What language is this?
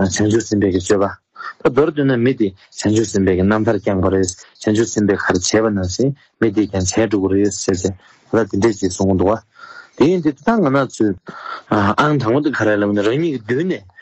Tibetan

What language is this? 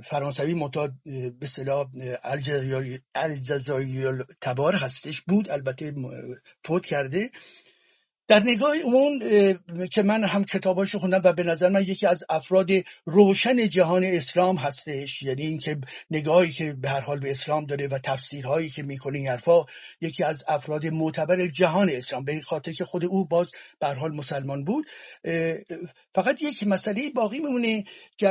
Persian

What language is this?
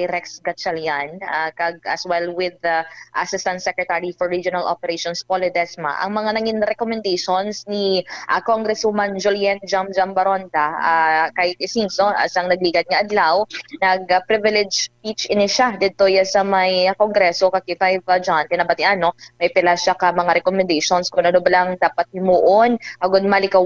Hiligaynon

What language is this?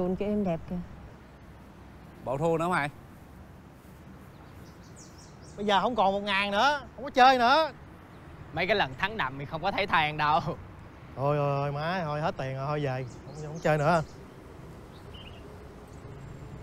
Vietnamese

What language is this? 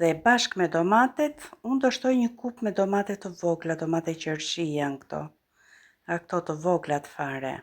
Albanian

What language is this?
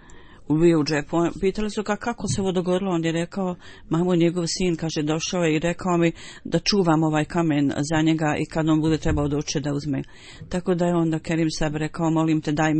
Bosnian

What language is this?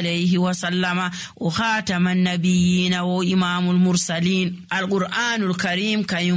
Nigerian Fulfulde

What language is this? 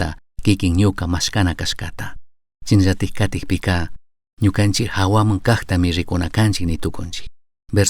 Chimborazo Highland Quichua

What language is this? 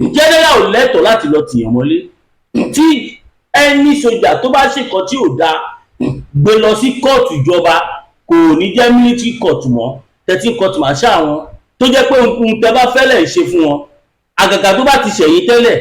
Yoruba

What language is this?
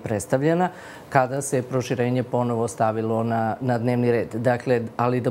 Serbian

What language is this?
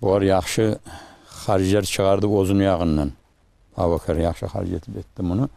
Kumyk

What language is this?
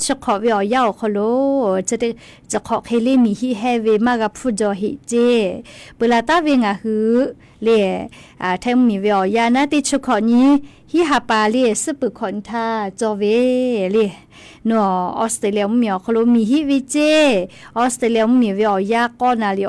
Lahu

